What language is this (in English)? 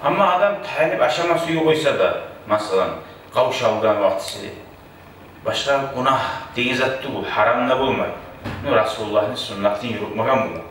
Kumyk